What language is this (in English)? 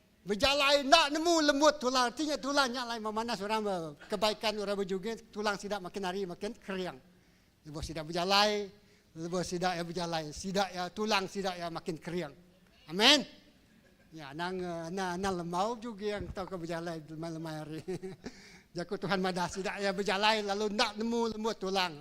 Iban